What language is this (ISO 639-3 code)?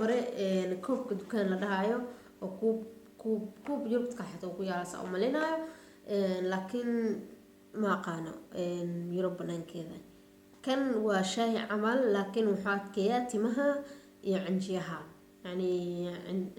som